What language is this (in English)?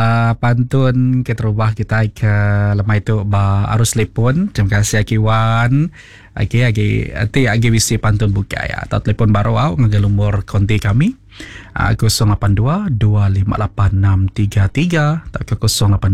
Iban